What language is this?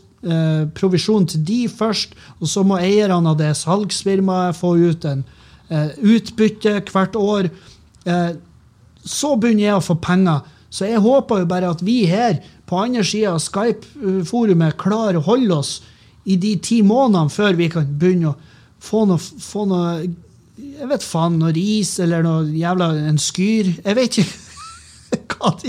Norwegian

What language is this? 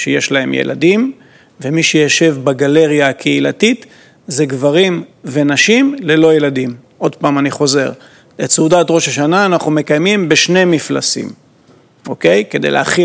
Hebrew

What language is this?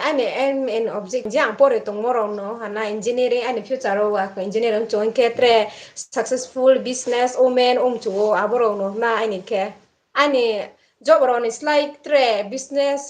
Riang (India)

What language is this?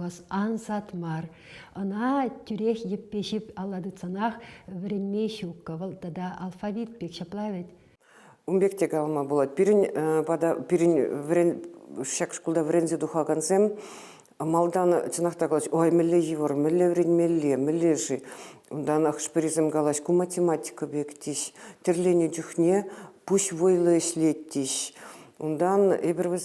Chuvash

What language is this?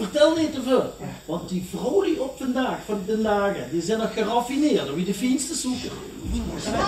Dutch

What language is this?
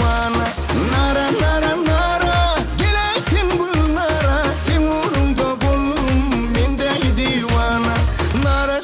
Turkmen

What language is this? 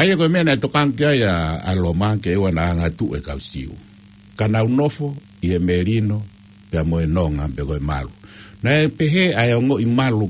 Tongan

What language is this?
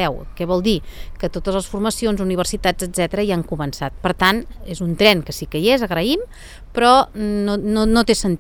Catalan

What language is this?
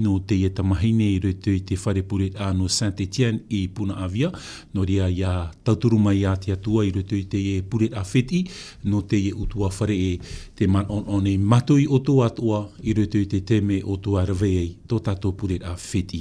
Tahitian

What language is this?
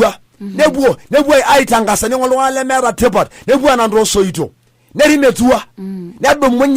Masai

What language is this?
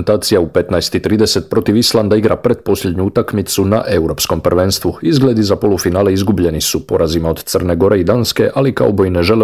Croatian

